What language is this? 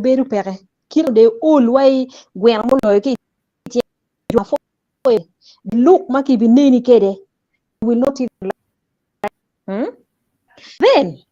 Acoli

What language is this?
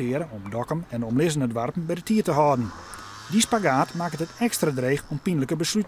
Western Frisian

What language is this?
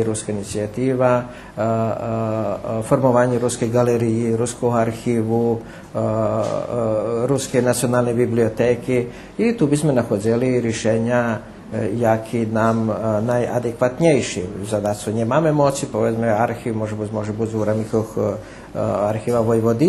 Rusyn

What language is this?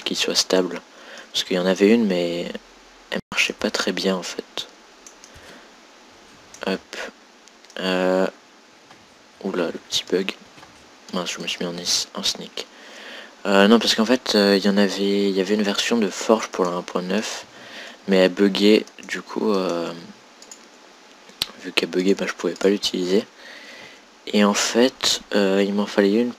French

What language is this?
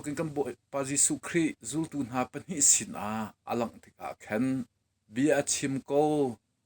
Hakha Chin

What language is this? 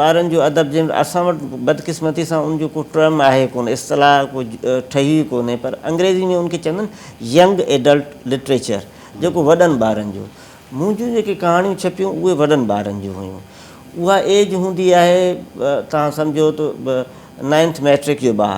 Sindhi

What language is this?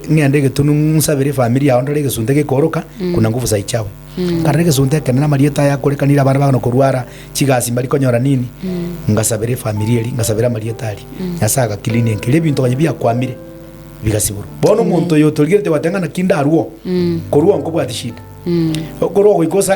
Gusii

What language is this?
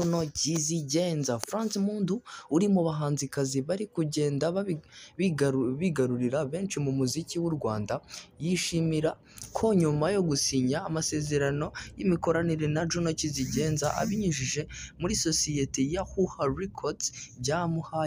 Kinyarwanda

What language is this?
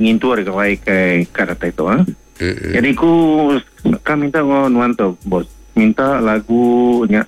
Iban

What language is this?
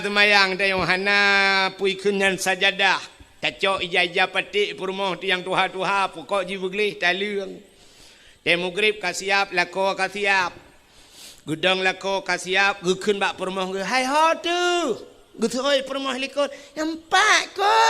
Achinese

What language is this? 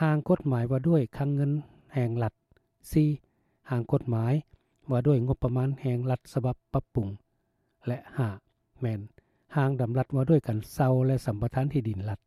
Lao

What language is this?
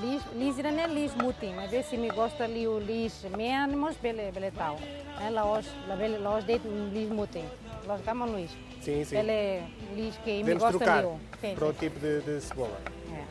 Tetum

